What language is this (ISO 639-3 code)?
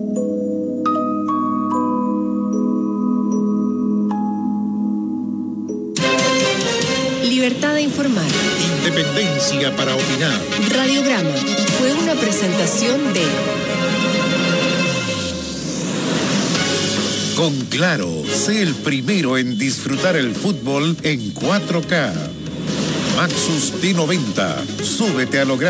spa